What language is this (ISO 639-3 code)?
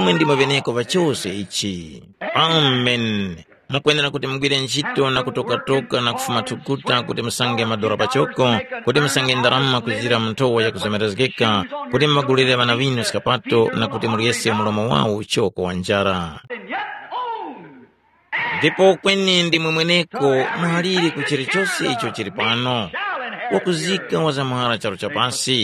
tum